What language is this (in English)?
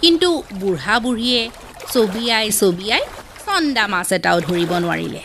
Assamese